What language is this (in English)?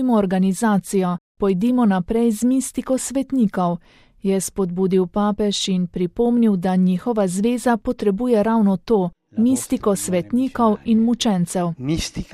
Slovenian